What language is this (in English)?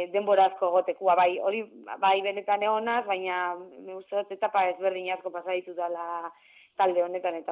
Basque